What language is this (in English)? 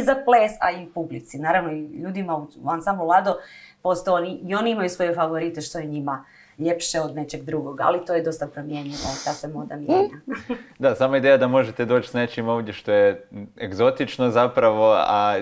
Croatian